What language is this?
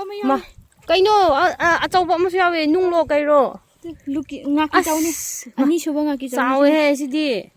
Manipuri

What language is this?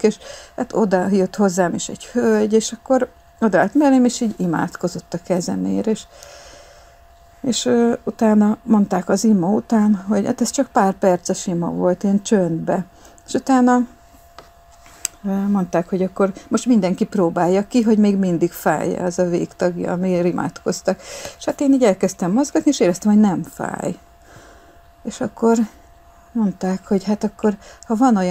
Hungarian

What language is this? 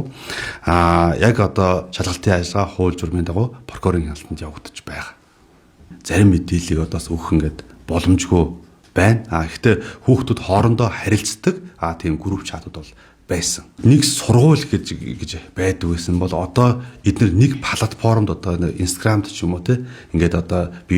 Mongolian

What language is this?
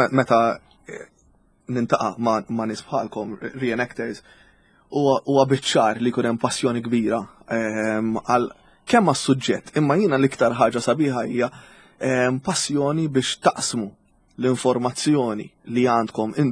Maltese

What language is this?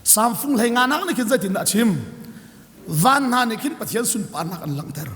Hakha Chin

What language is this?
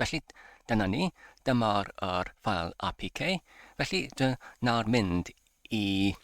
Welsh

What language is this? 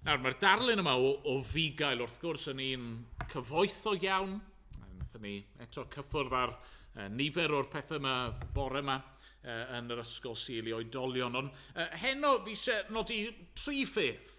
Welsh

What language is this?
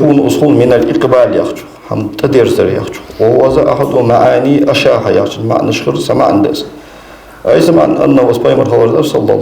Ingush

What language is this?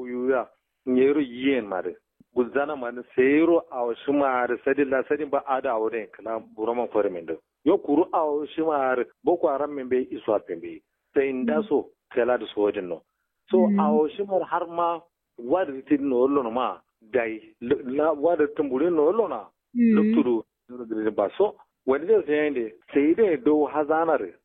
Kanuri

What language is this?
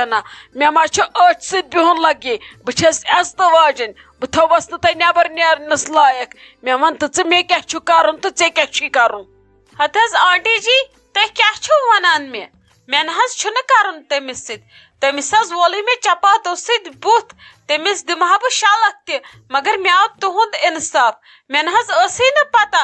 Kashmiri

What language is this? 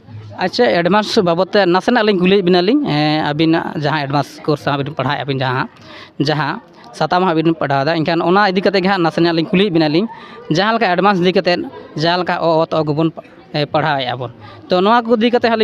Santali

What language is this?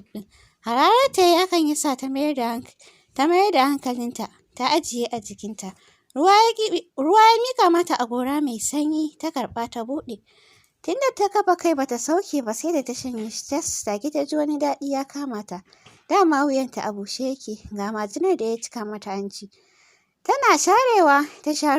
Hausa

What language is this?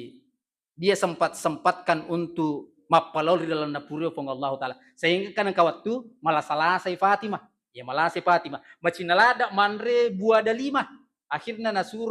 Buginese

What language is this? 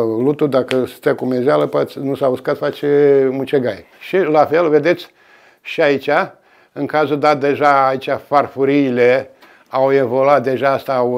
Romanian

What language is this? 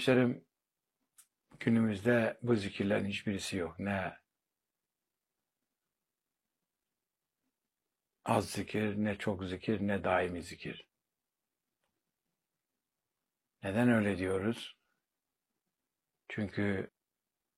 Turkish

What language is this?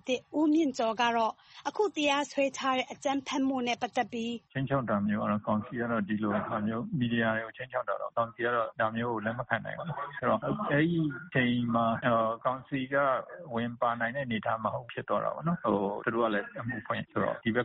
Burmese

